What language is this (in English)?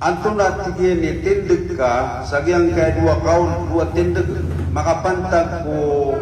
Maranao